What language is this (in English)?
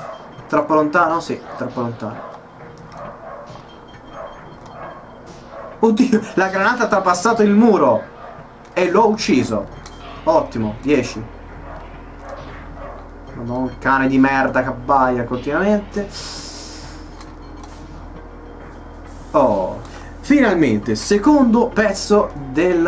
Italian